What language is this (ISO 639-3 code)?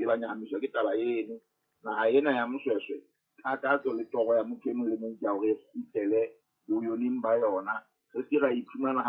sot